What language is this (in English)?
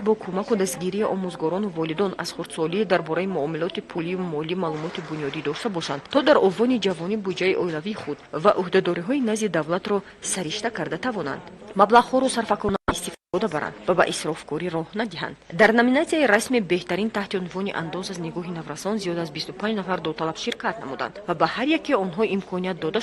Tajik